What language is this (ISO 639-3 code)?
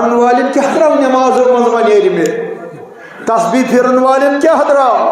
kas